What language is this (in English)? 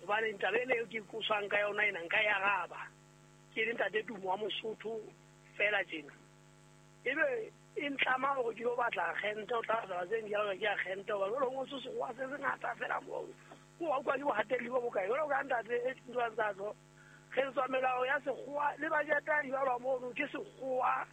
Southern Sotho